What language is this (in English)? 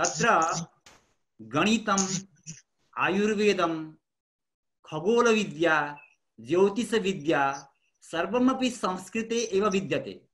Sanskrit